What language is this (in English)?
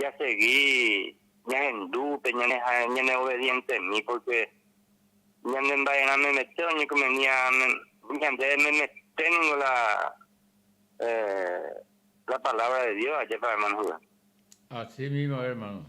Guarani